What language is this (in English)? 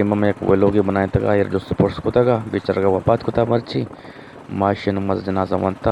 Eastern Balochi